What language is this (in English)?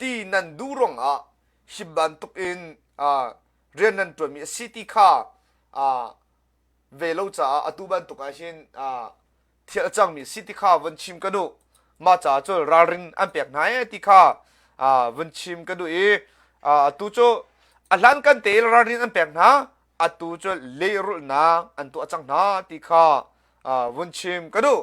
Hakha Chin